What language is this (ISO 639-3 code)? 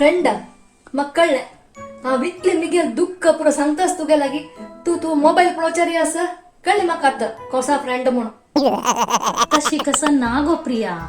kok